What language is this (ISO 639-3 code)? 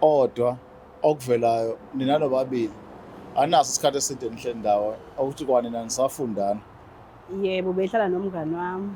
zul